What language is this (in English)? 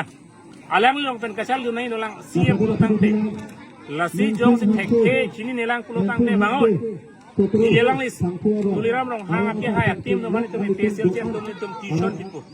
Karbi